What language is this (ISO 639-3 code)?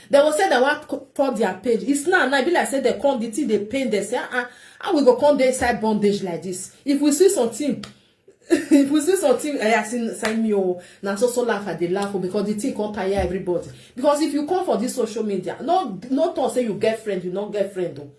pcm